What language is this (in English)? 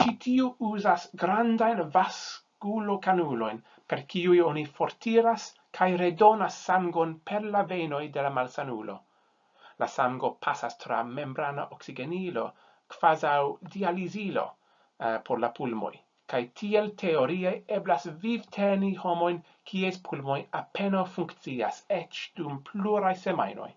Esperanto